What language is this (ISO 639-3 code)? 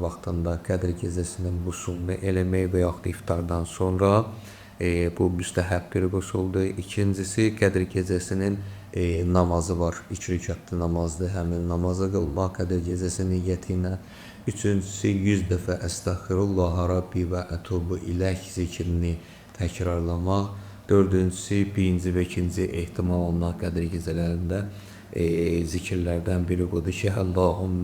aze